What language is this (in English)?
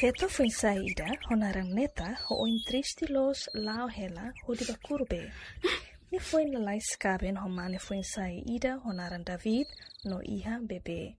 Tetum